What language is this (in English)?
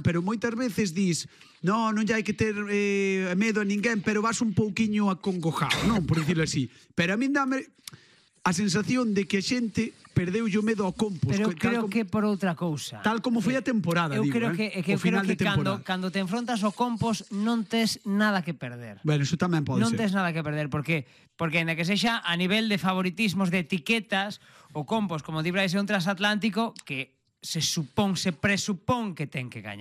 Galician